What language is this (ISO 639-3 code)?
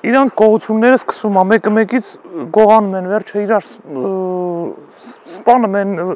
hye